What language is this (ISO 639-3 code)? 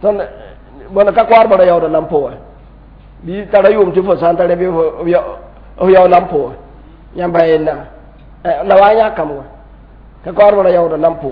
mos